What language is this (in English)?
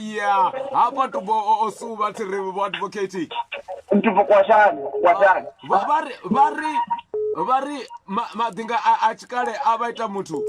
Venda